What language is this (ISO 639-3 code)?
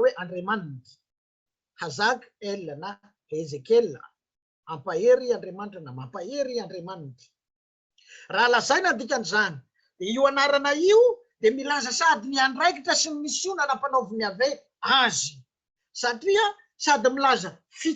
mlg